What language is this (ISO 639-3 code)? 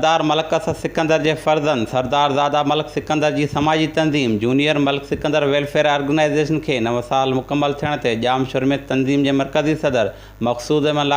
snd